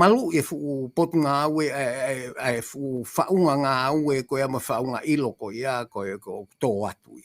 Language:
Tongan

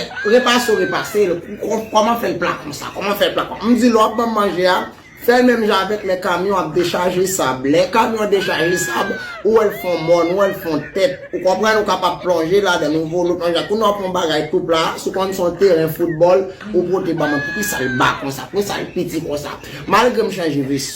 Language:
Haitian Creole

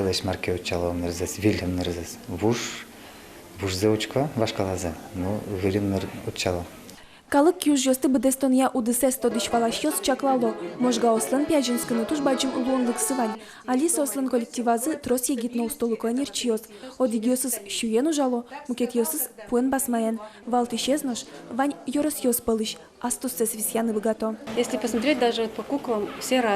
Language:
Udmurt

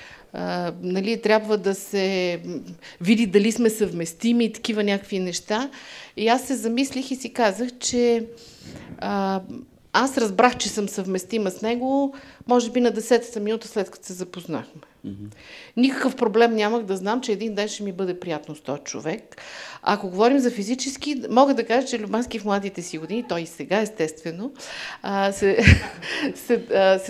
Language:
Bulgarian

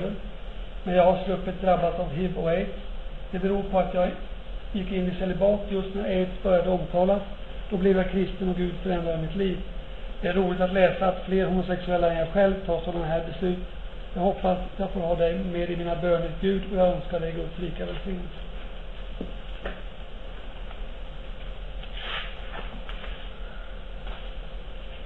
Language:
Swedish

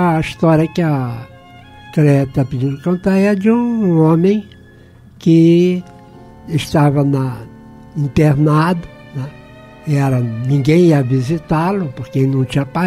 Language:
Portuguese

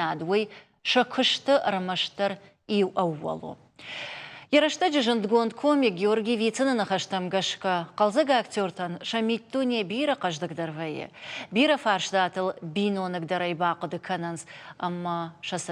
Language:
Ossetic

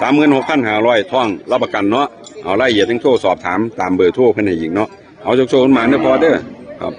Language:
Northeastern Thai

